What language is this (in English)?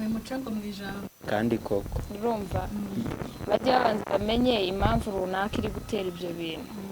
Kinyarwanda